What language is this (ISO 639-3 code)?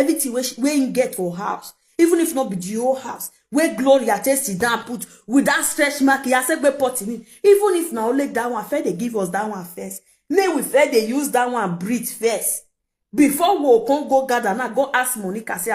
pcm